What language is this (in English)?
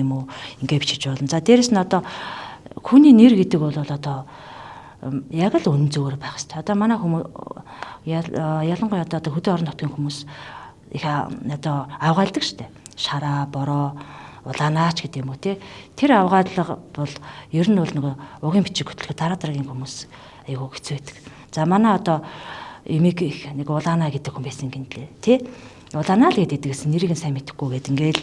Mongolian